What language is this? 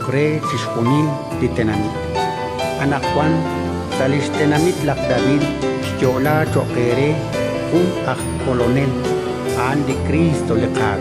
Kekchí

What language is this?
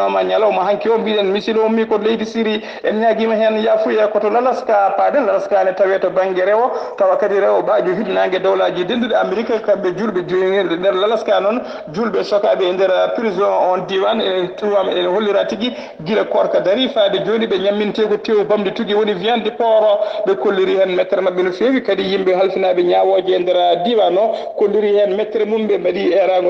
Fula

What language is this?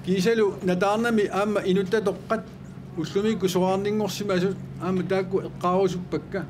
Kalaallisut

